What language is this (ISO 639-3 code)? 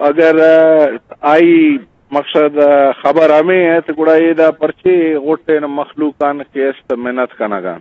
bgp